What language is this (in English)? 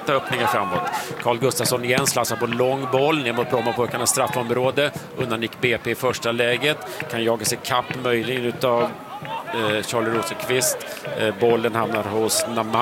Swedish